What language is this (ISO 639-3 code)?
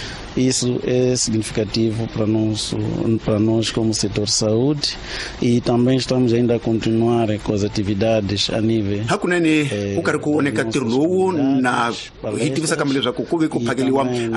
tso